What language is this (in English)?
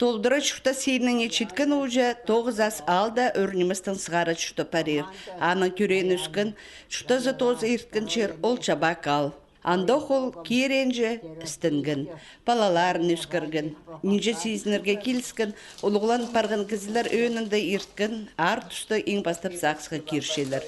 Khakas